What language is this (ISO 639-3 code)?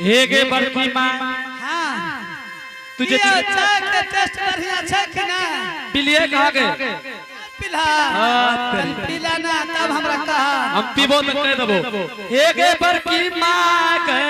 anp